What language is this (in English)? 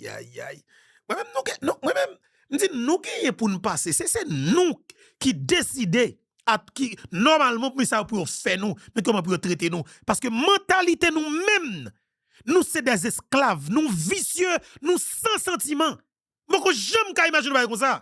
Haitian Creole